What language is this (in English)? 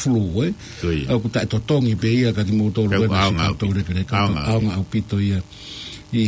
Tongan